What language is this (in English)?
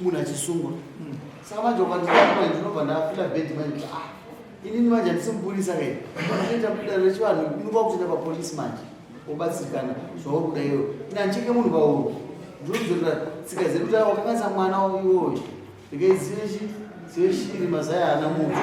Shona